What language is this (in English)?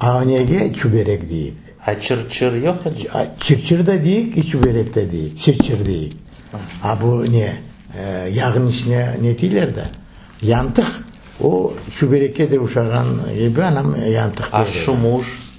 Crimean Tatar